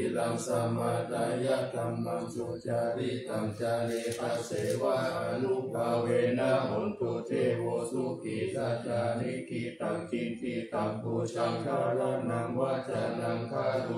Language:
Pali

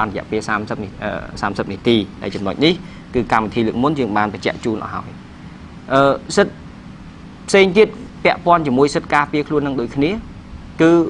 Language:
Khmer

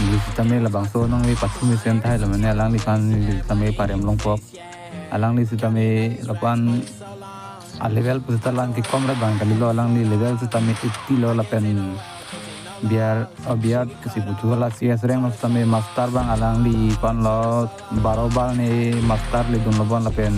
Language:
Karbi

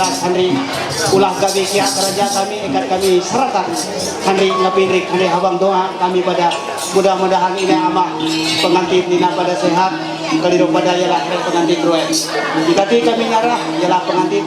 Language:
Ma'anyan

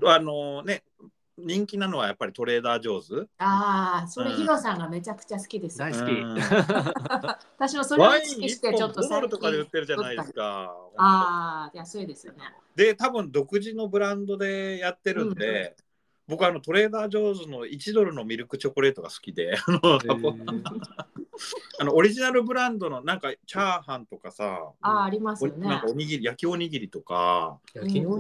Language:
Japanese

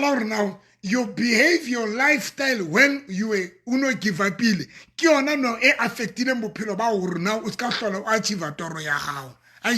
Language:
Southern Sotho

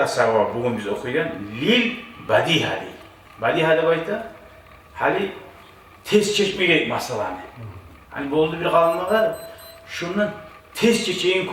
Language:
Kumyk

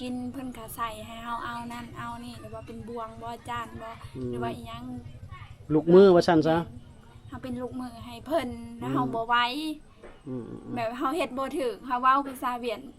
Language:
Lao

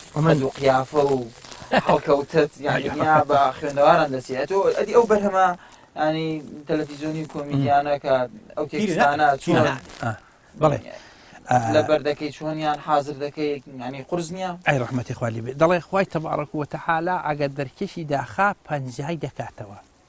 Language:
Central Kurdish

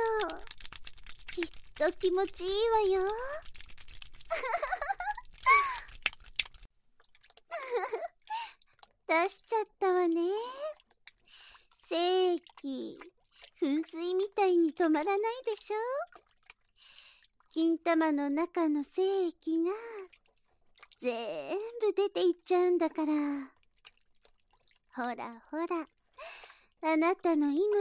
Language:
Japanese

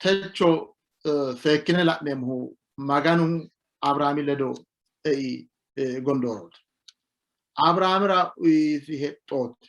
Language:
Sidamo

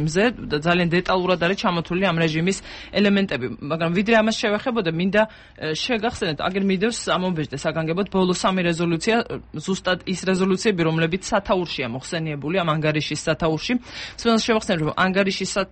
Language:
Georgian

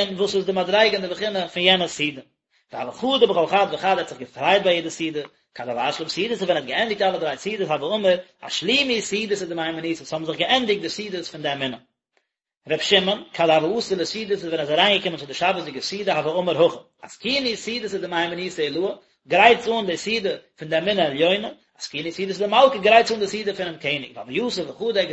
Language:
Yiddish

